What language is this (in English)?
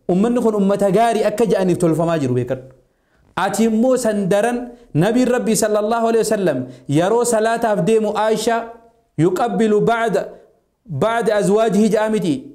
Oromo